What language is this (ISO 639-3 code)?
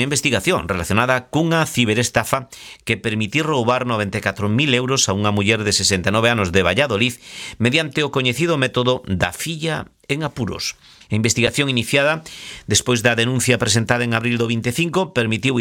glg